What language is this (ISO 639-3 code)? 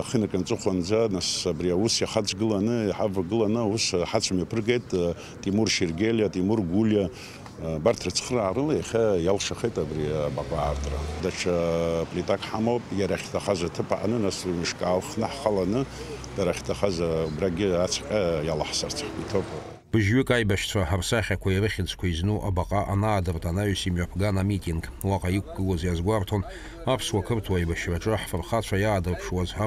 abk